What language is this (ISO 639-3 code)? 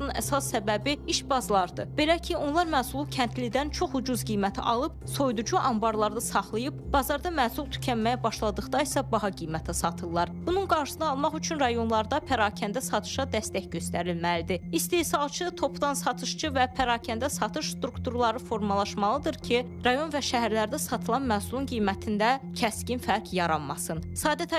aze